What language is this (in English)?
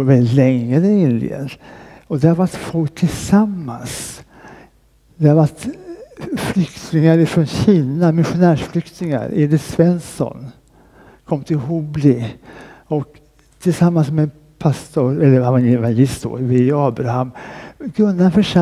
Swedish